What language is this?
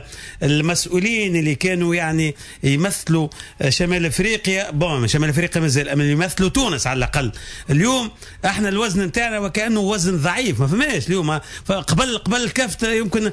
Tunisian Arabic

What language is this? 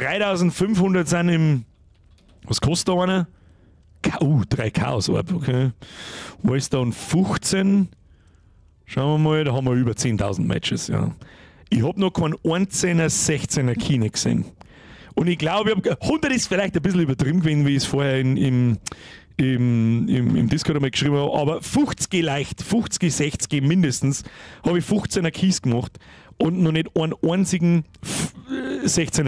Bavarian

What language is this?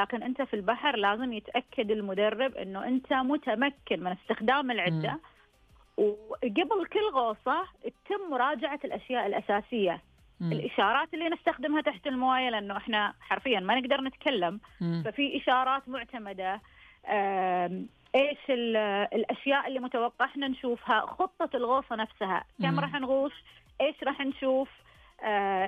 Najdi Arabic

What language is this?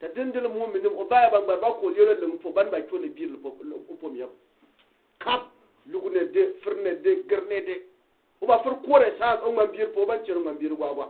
Gourmanchéma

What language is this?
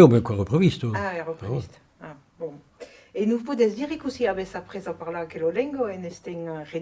Occitan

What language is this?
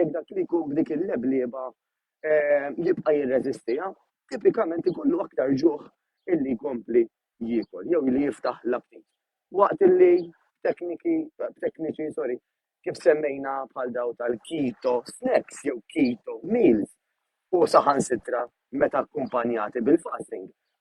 Maltese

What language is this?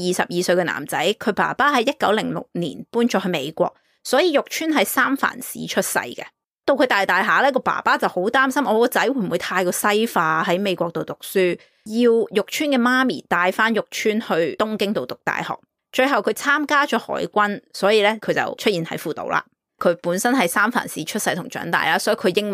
Cantonese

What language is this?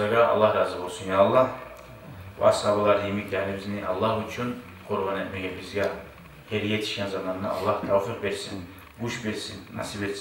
Kumyk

